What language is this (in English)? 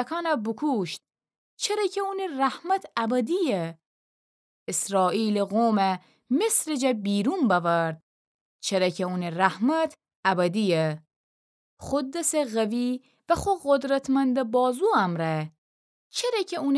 Gilaki